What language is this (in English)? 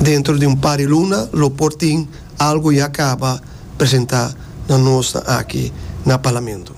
Papiamento